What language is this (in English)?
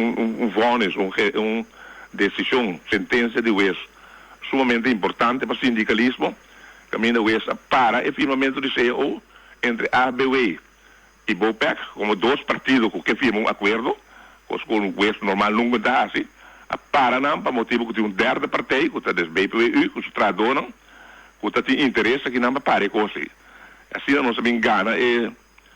Papiamento